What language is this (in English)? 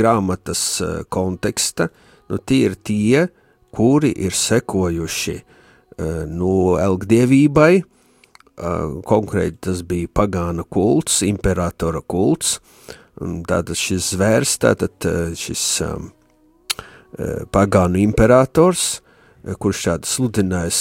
Latvian